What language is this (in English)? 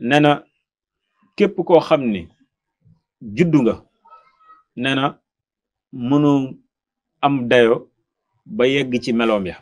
Wolof